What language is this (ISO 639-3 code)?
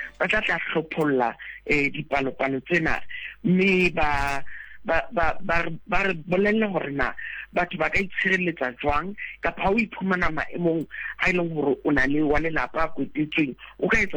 sot